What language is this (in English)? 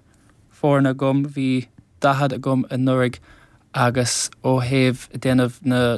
Irish